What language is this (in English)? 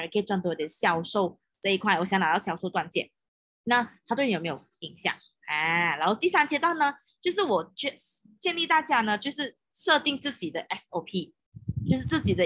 Chinese